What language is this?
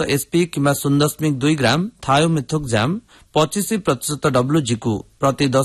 Odia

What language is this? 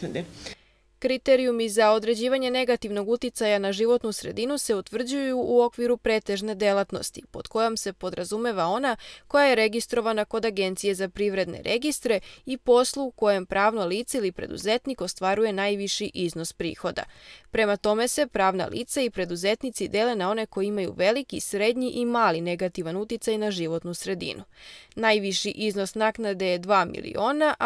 Serbian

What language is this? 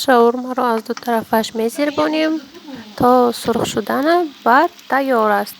Tajik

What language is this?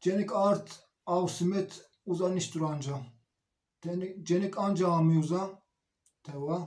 Zaza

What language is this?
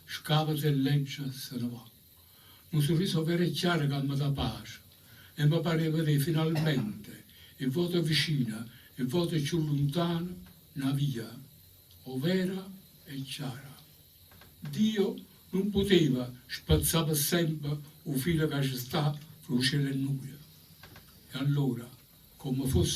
Neapolitan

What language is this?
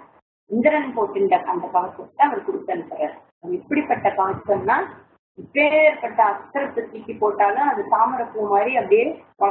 Tamil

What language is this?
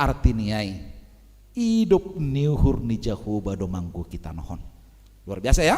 Batak Simalungun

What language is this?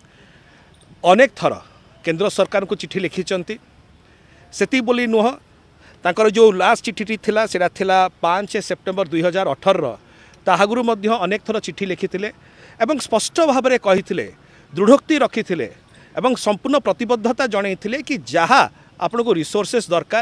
Odia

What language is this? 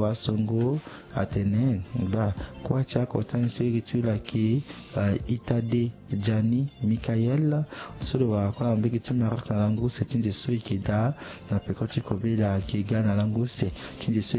Sango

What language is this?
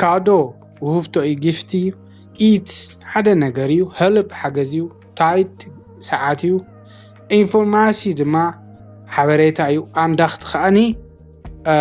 Tigrinya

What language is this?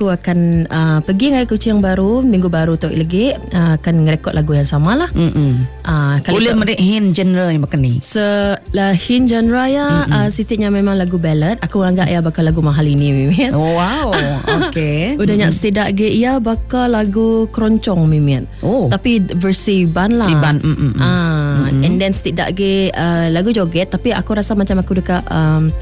Malay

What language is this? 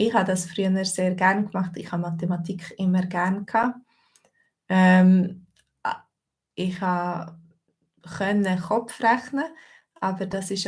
Swiss German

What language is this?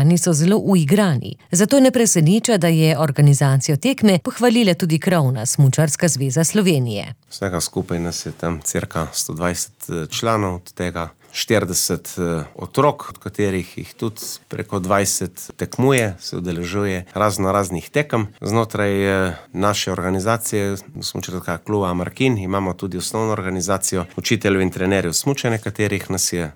Slovenian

